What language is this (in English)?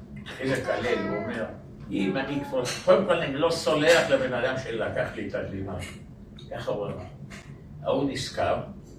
Hebrew